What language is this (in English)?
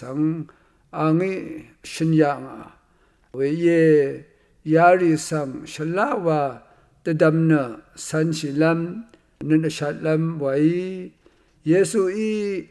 Rawang